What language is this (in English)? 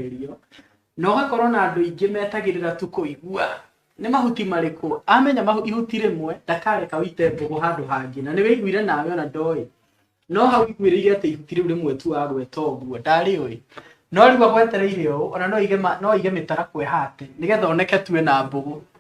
Kikuyu